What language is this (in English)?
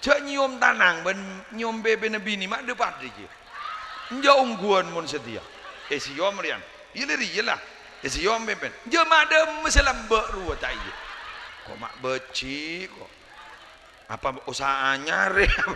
Madurese